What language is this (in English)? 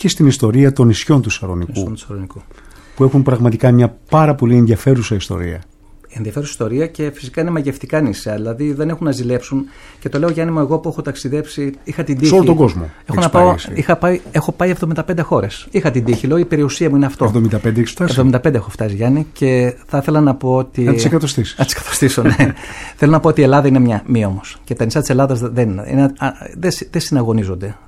Greek